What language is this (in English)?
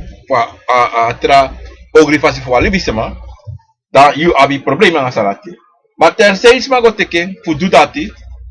Sranan Tongo